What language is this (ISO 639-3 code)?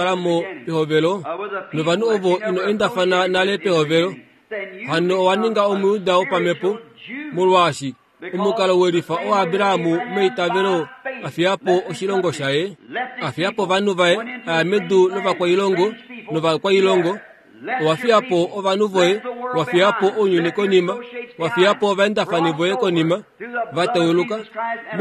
kua